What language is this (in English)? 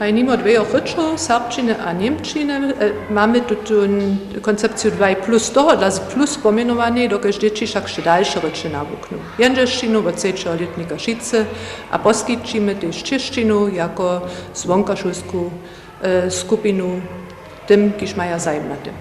Upper Sorbian